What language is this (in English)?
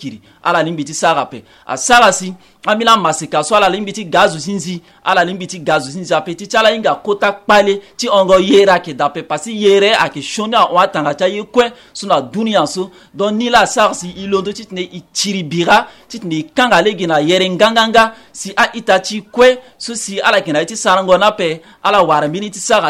Sango